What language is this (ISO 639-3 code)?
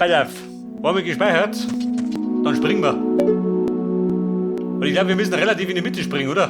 bar